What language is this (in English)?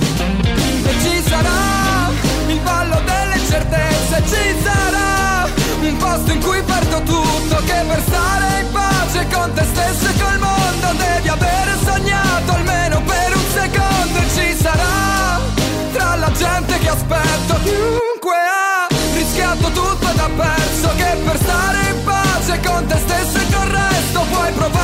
Italian